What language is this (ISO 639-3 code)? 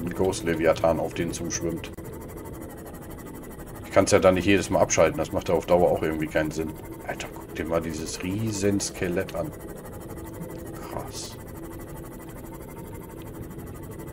deu